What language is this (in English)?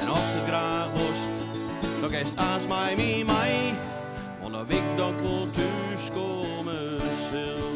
Western Frisian